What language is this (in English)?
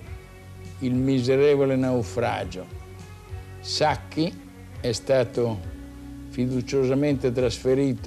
Italian